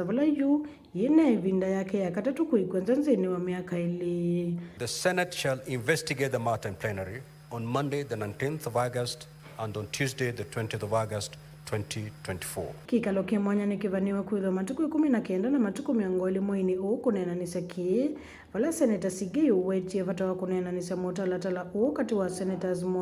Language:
Kamba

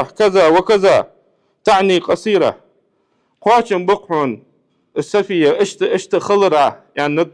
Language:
Ingush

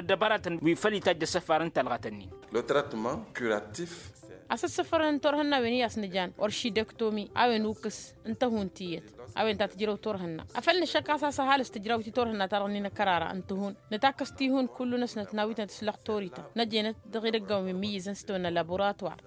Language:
Tamasheq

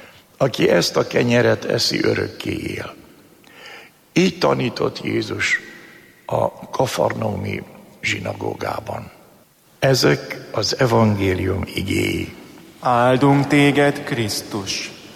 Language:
Hungarian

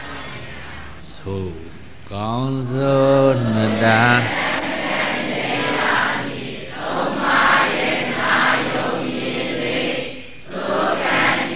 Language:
Burmese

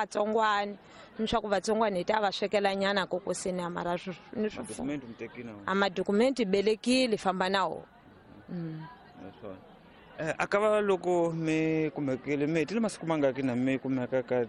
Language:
Tsonga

